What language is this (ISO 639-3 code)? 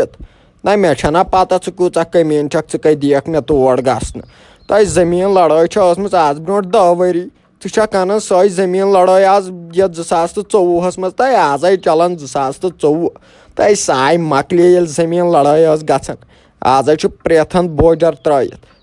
kas